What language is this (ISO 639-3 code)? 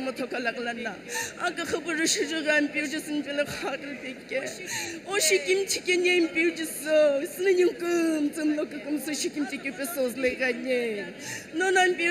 nsm